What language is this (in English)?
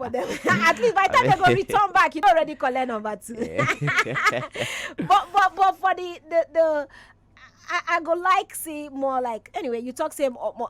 Nigerian Pidgin